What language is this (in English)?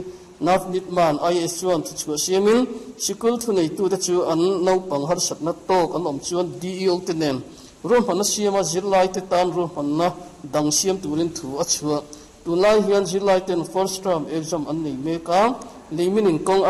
Mizo